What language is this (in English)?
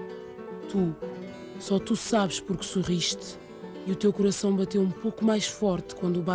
Portuguese